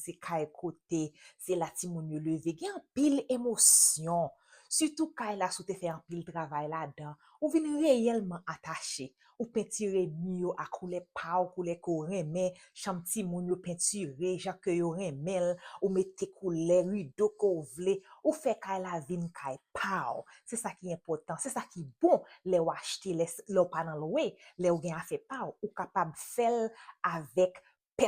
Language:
Haitian Creole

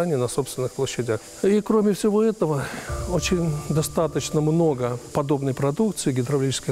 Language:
Russian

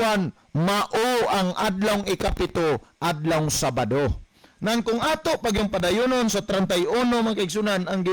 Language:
Cebuano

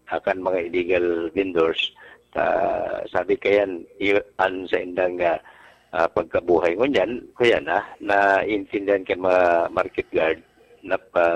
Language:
Bikol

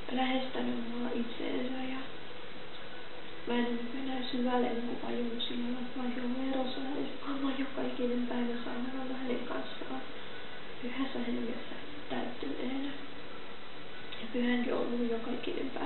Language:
Finnish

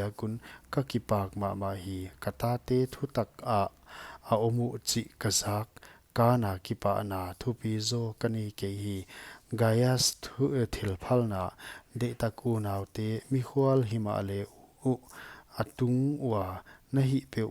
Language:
Paite Chin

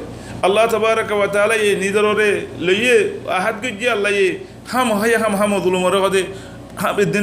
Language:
Rohingya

